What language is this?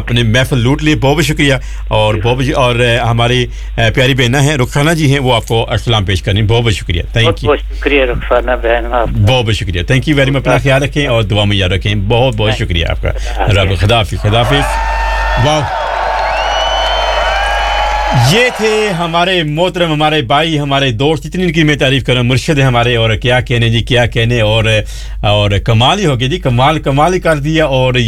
Urdu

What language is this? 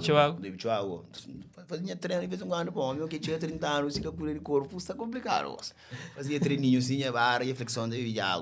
Kabuverdianu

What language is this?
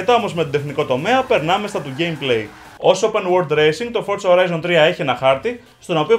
Greek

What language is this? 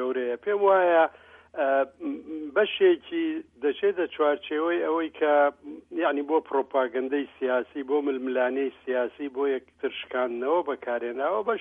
Central Kurdish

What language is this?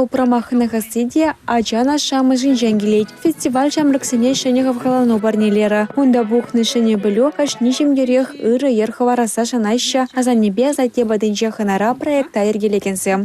Chuvash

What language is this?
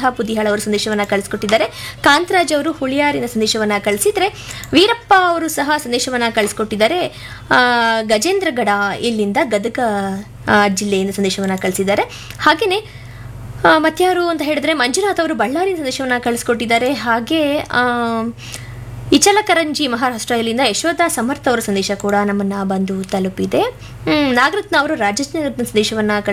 Kannada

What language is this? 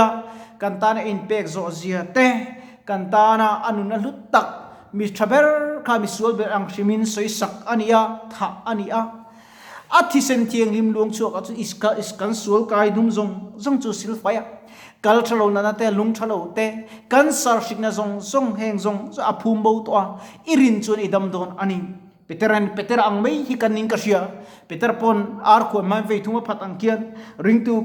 Mizo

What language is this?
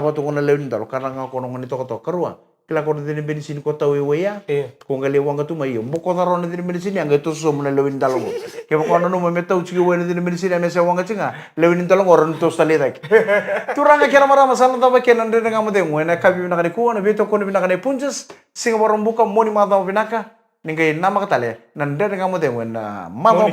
Fijian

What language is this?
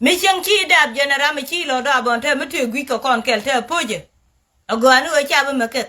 Nuer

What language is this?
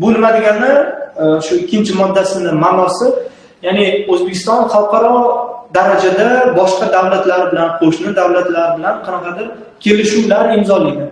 Uzbek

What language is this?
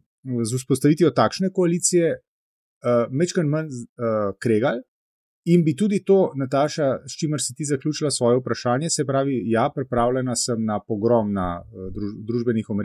Slovenian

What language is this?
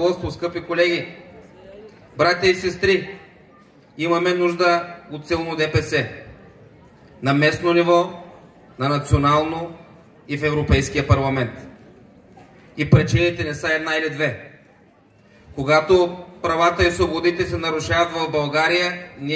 Bulgarian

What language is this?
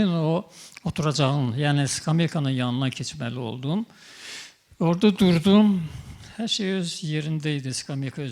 Azerbaijani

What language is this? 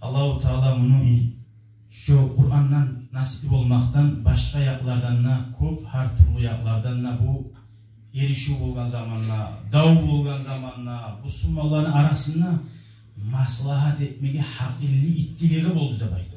Kumyk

